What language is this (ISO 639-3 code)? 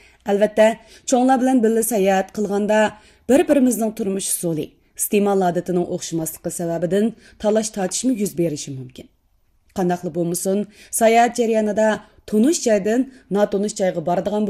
uig